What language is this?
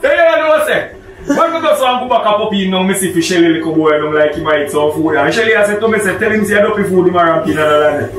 Jamaican Creole English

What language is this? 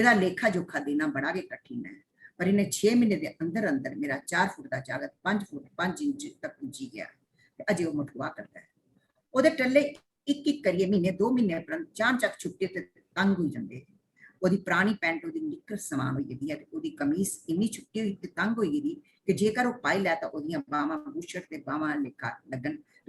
Dogri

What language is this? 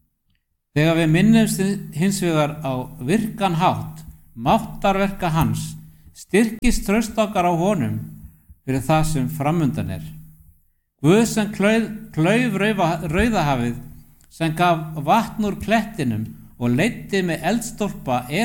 Icelandic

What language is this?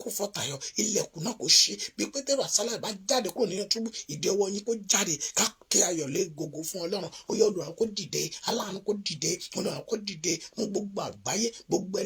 Yoruba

